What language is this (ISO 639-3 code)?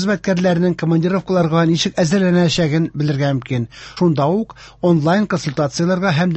tat